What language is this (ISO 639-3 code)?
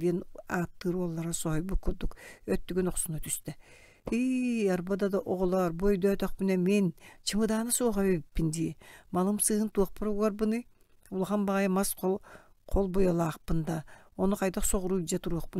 sah